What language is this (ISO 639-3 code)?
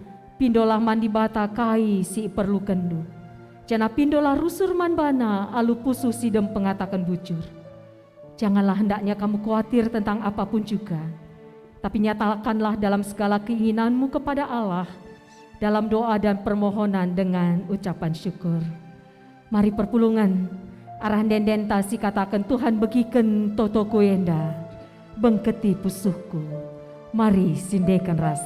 btx